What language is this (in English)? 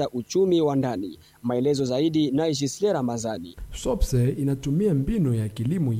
Swahili